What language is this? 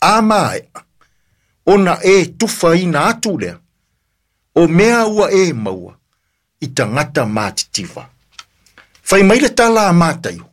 Samoan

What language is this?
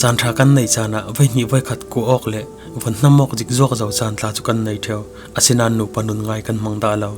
Falam Chin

